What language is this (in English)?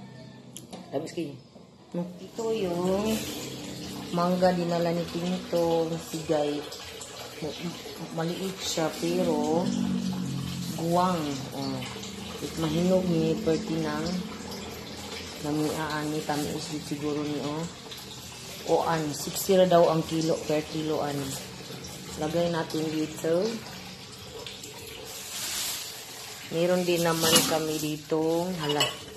Filipino